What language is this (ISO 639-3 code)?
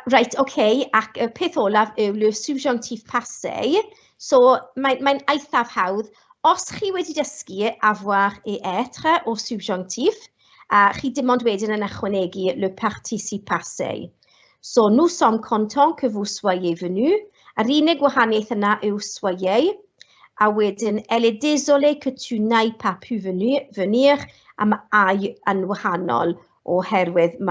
cym